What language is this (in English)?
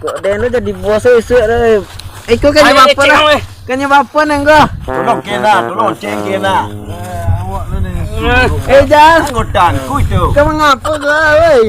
Minangkabau